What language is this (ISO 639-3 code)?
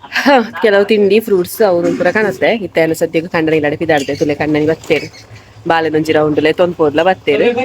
tcy